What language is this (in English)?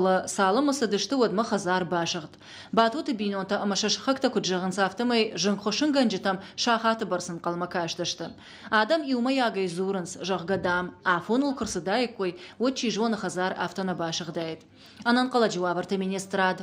Ossetic